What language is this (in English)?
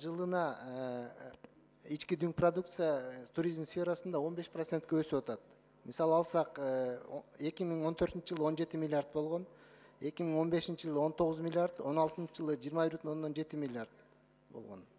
Kyrgyz